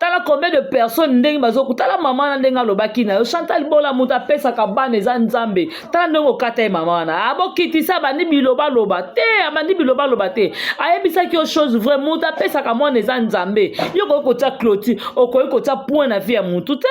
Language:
Lingala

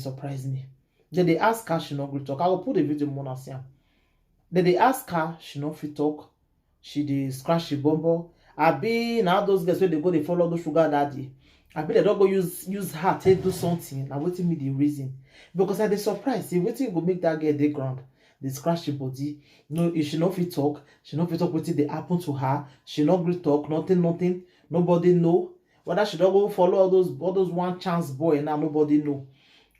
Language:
Nigerian Pidgin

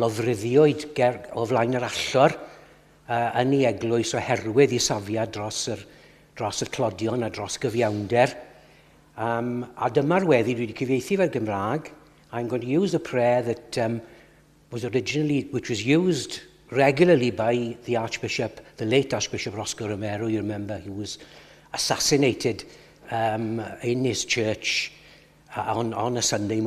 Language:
Welsh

